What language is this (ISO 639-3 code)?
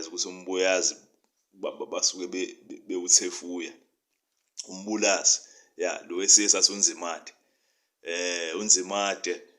zul